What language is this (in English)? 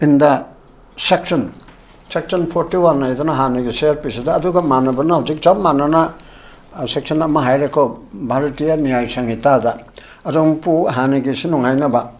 Manipuri